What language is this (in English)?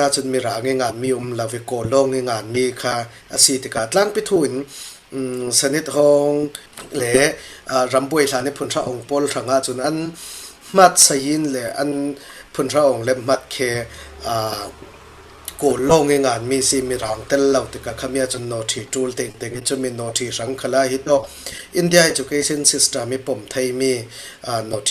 Falam Chin